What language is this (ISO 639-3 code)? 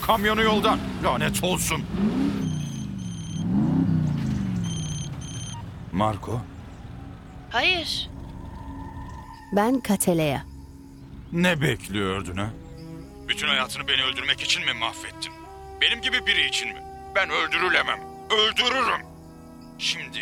tur